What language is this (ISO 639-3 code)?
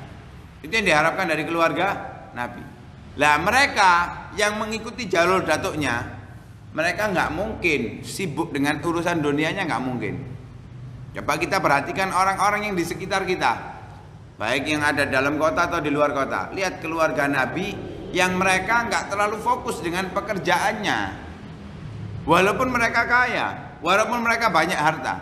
ind